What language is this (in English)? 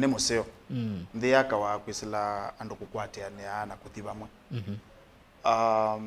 Kamba